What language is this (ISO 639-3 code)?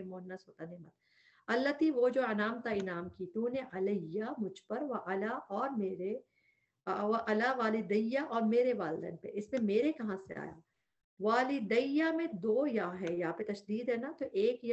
urd